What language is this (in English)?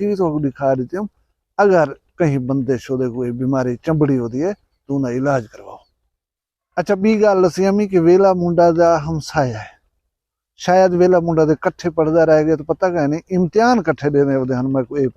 Saraiki